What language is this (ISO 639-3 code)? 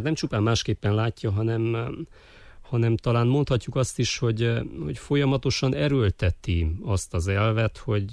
hun